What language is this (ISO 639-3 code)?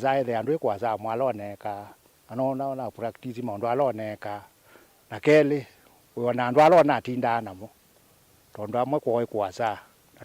kam